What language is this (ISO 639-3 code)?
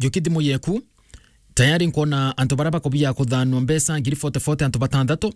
mer